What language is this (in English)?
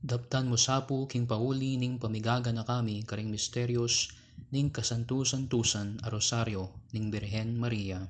Pampanga